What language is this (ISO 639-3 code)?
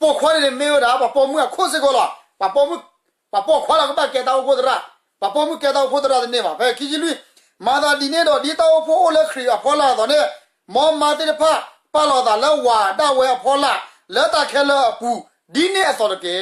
ksw